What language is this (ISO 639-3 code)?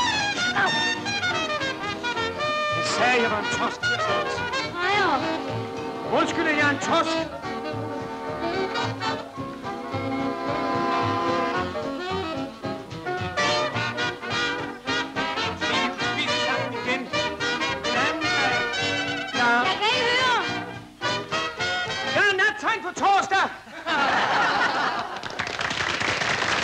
dan